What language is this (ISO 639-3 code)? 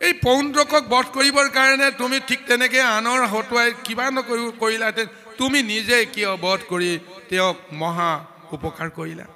asm